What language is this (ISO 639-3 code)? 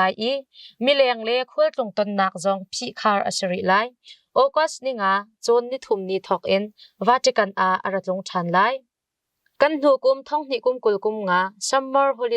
cnh